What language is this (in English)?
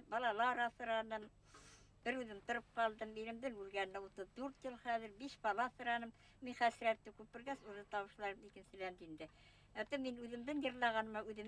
Bashkir